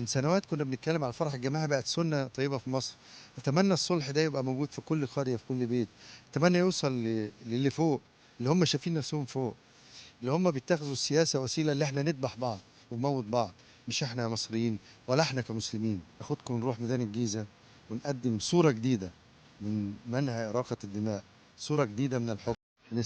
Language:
Egyptian Arabic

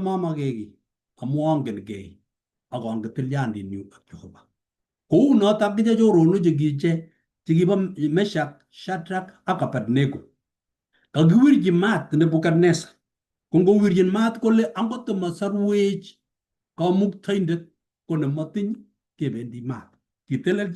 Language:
Kalenjin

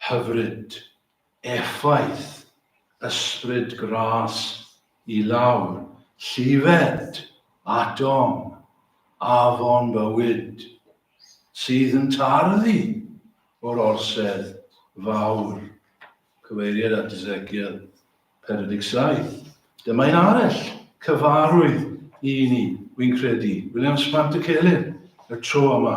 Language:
Welsh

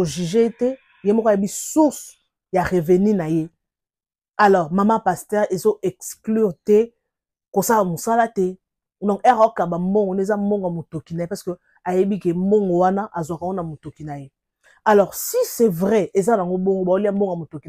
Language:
Lingala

